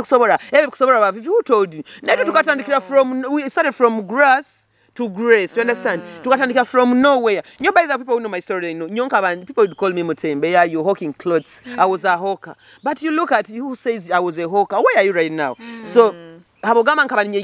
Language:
Nyoro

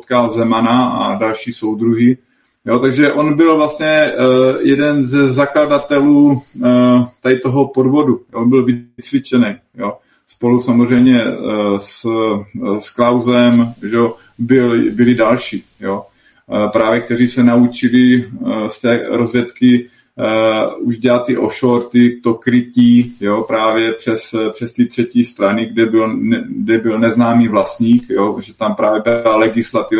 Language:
Czech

